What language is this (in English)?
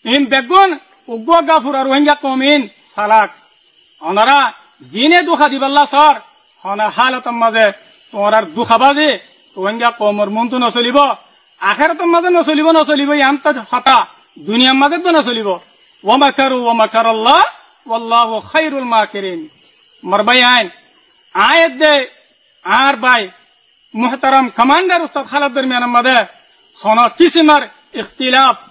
Rohingya